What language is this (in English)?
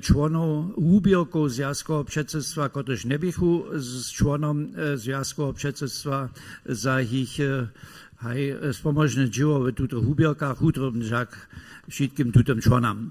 Upper Sorbian